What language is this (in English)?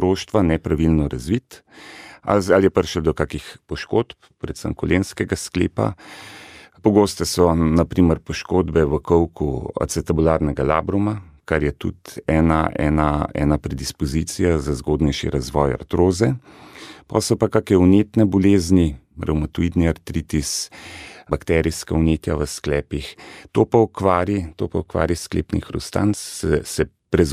Slovenian